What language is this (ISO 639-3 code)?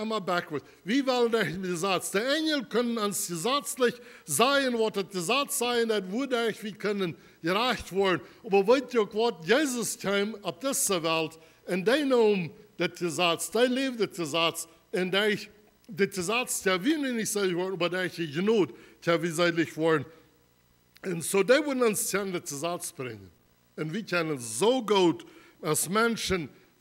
pdt